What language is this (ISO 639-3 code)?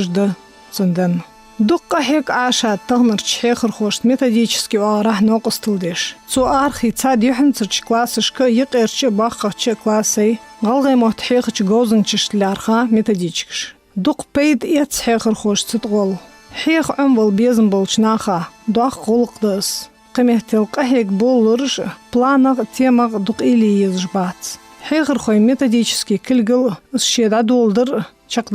inh